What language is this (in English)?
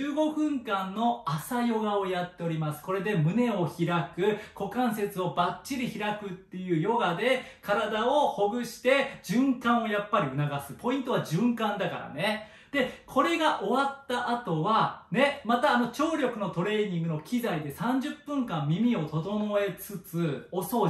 Japanese